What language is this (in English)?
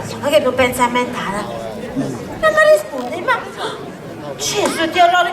Sardinian